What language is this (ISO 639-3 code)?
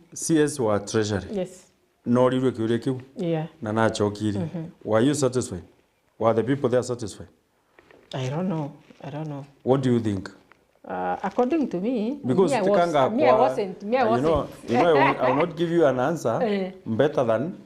mer